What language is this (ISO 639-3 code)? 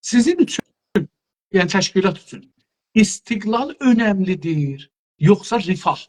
azb